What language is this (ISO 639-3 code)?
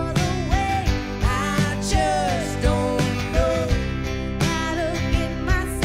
eng